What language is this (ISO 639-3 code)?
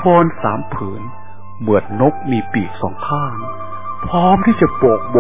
tha